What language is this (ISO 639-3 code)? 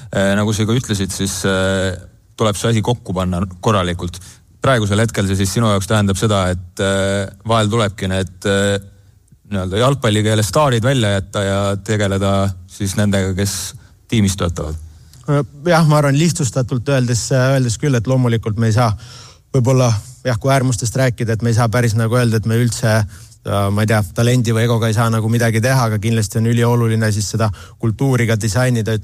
est